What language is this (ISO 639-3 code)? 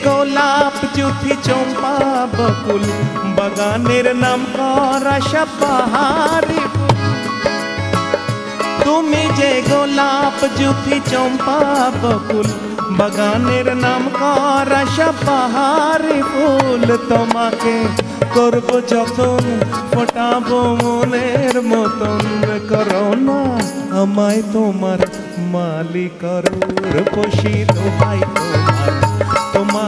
ben